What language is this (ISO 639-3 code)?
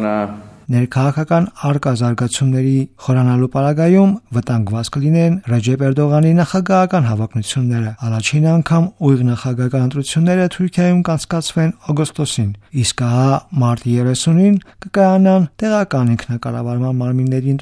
hye